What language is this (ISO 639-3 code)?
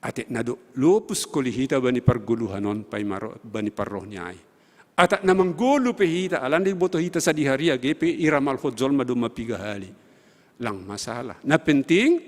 bts